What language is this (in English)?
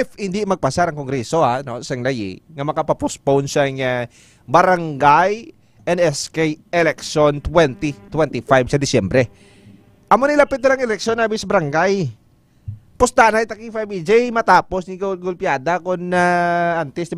Hiligaynon